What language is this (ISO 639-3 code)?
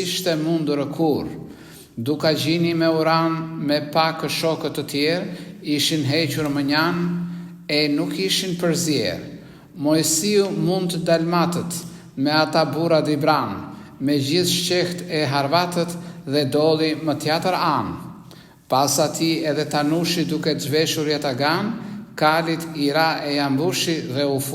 sqi